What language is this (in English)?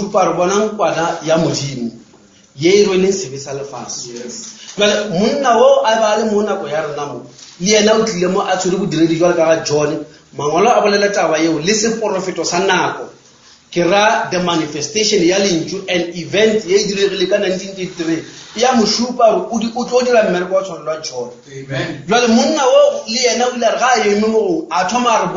Northern Sotho